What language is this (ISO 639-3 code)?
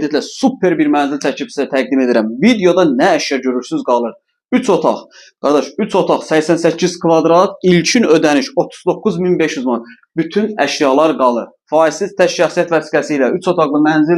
aze